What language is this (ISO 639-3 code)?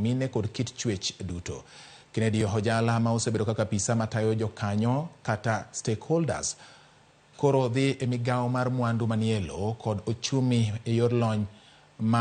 luo